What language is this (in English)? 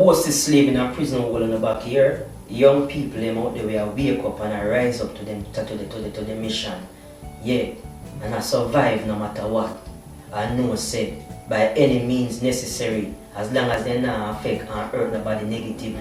Jamaican Creole English